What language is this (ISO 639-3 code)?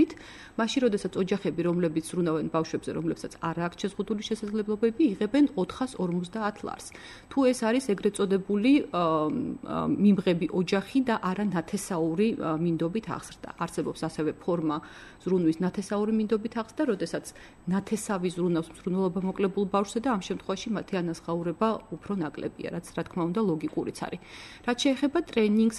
kat